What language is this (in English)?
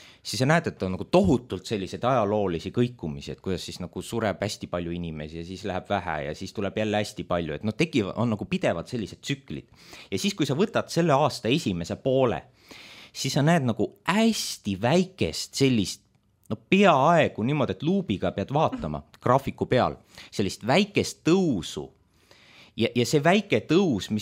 Estonian